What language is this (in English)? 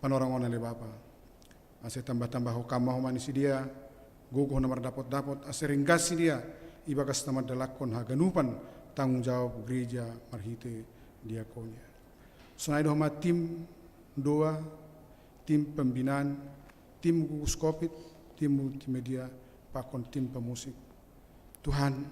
Batak Simalungun